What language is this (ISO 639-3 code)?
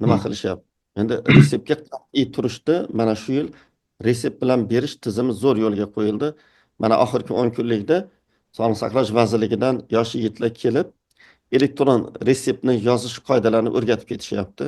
uzb